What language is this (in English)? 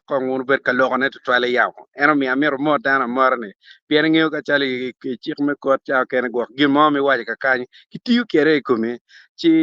Acoli